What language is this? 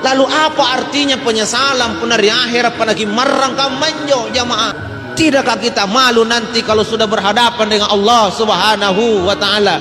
Makasar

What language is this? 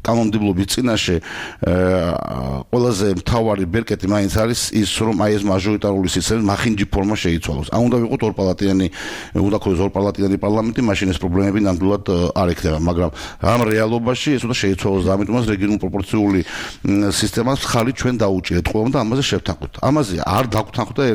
Georgian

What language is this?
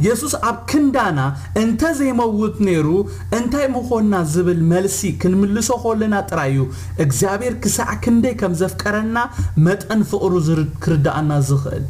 Tigrinya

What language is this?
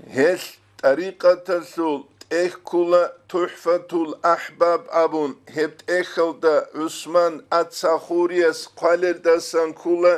Avaric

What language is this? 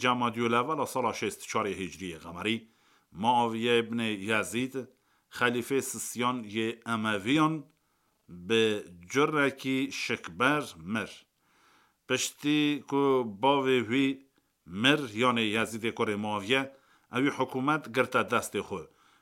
Kurdish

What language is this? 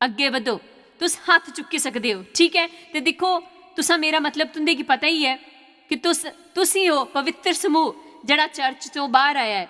Dogri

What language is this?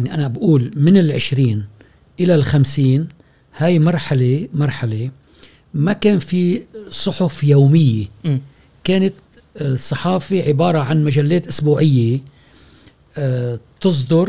Gulf Arabic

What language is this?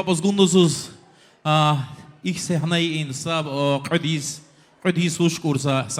Tabassaran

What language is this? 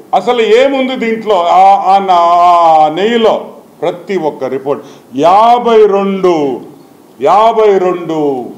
Telugu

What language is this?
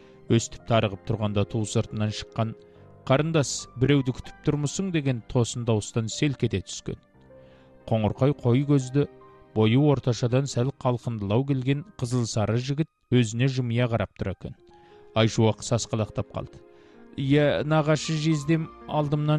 Kazakh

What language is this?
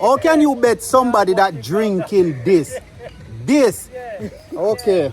Jamaican Creole English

